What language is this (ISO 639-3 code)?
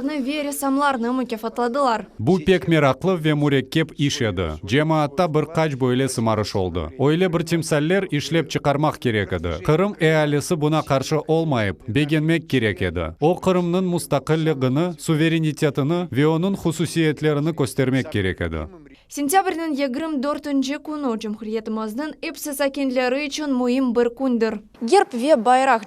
crh